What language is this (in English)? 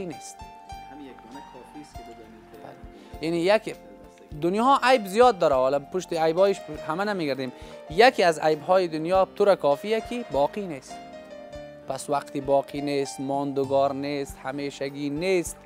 Persian